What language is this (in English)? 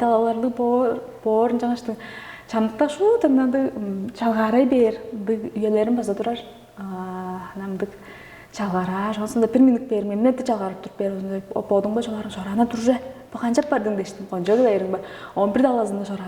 Tuvinian